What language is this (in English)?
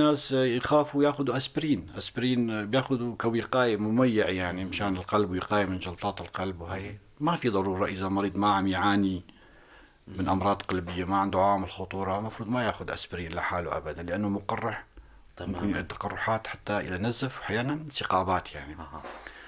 North Levantine Arabic